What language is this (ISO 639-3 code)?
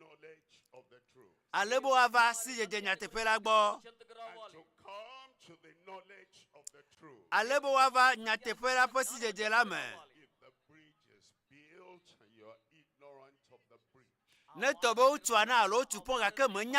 ewe